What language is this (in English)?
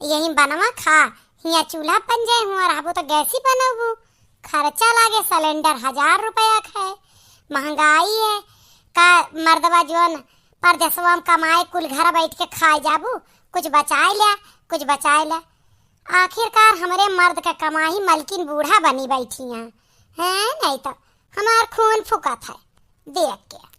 Awadhi